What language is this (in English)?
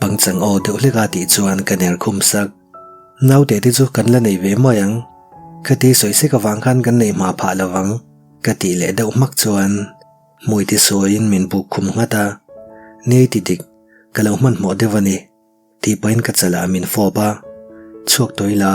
Mizo